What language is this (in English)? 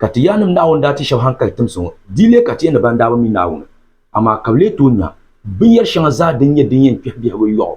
Dagbani